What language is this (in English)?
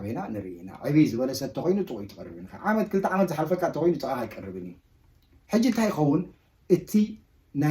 Tigrinya